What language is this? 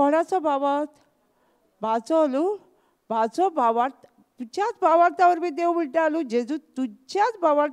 Konkani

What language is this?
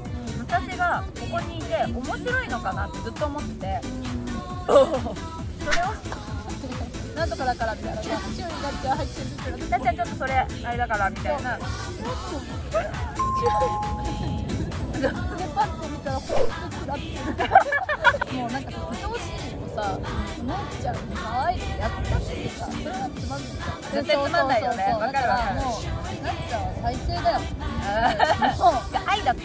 Japanese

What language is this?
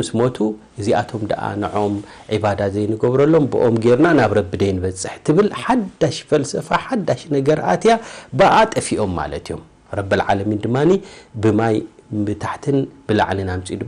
Tigrinya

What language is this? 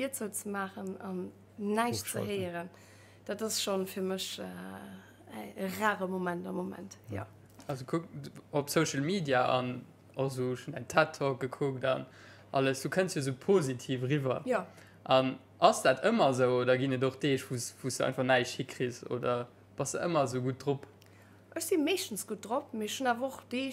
Luxembourgish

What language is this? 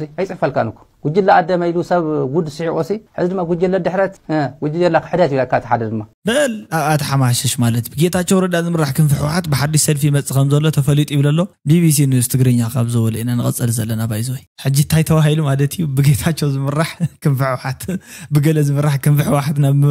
Tigrinya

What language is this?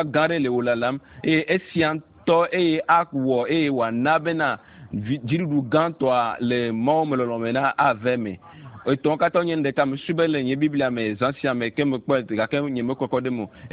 Ewe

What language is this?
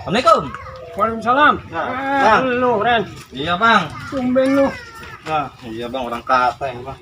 Betawi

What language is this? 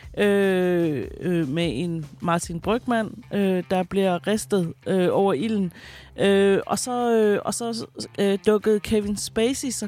Danish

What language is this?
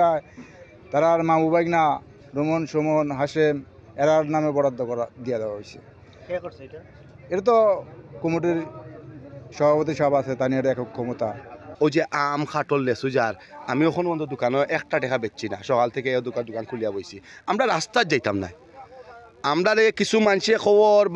Sylheti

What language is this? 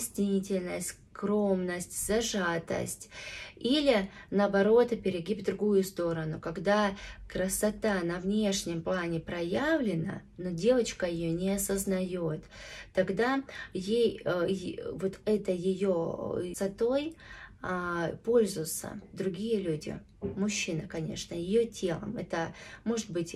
Russian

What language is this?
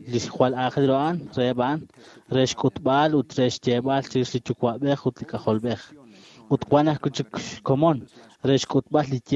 Kekchí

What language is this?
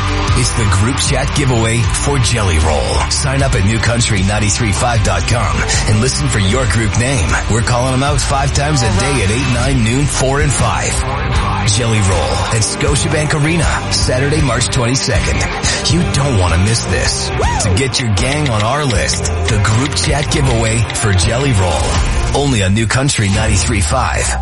English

